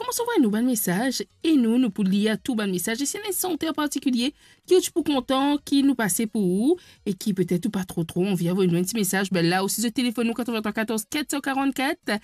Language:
Morisyen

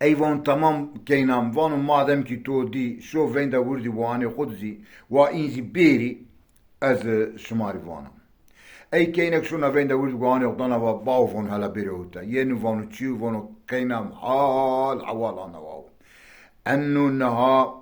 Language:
Zaza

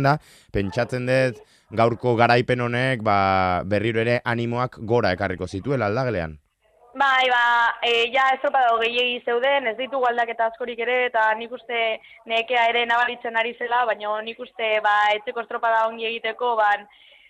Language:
Basque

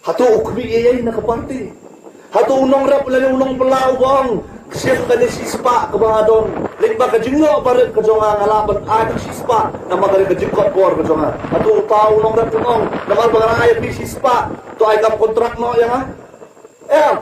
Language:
Khasi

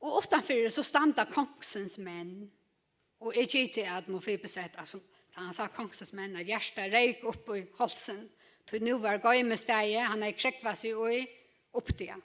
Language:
Faroese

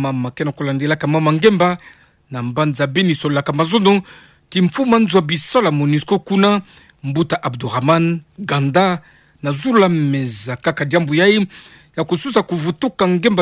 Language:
Kituba (Democratic Republic of Congo)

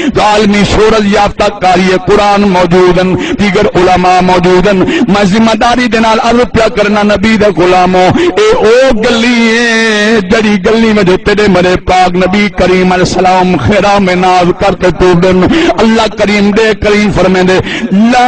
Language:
Saraiki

